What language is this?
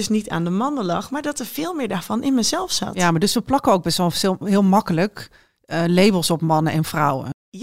Dutch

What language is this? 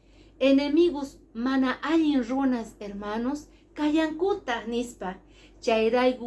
Quechua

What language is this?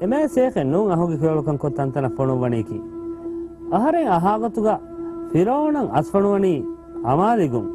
Divehi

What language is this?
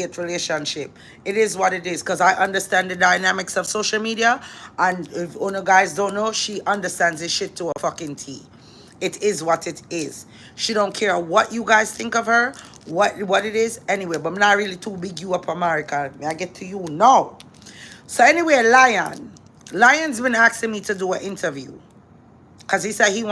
Jamaican Creole English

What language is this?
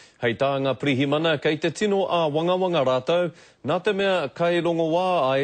Māori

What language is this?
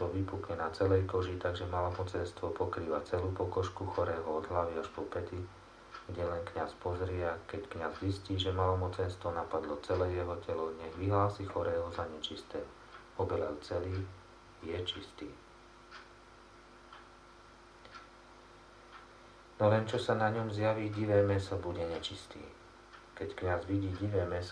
Slovak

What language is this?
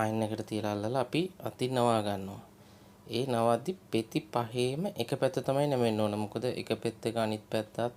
Sinhala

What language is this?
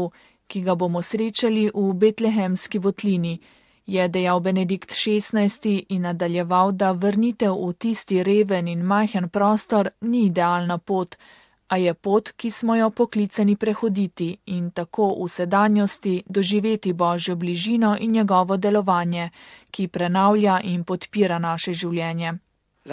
Slovenian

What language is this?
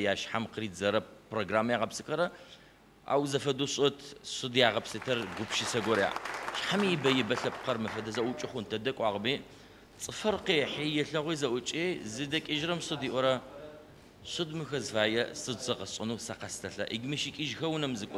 Adyghe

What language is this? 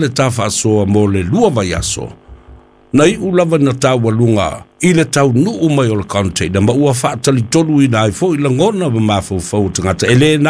Samoan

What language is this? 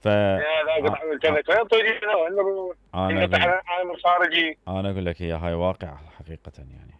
Mesopotamian Arabic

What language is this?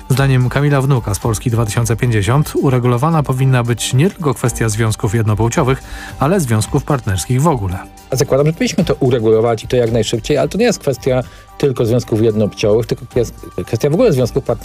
Polish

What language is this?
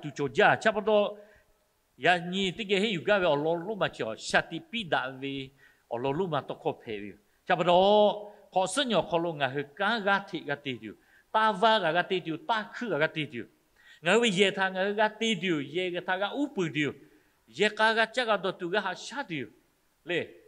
Lahu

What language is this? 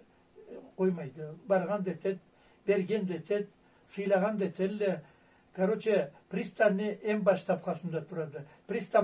Karachay-Balkar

